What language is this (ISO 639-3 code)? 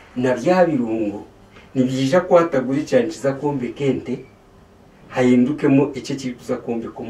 nyn